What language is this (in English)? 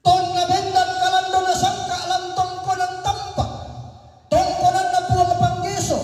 Toraja-Sa'dan